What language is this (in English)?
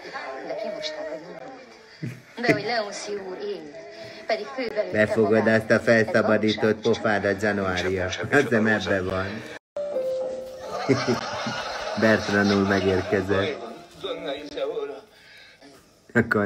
Hungarian